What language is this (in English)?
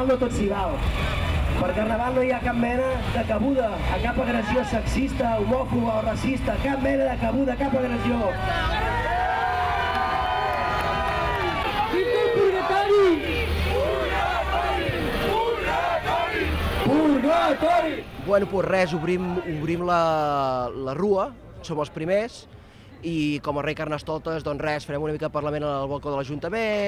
Catalan